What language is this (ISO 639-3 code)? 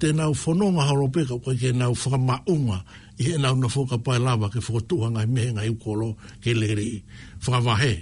ton